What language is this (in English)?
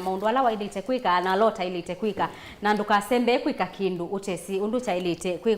Kamba